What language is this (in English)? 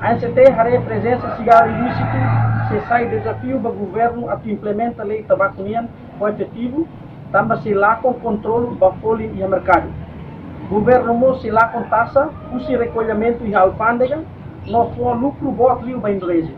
Tetum